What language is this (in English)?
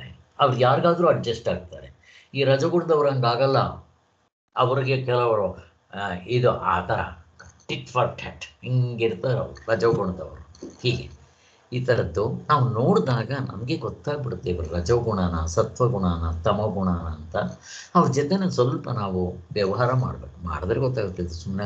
Kannada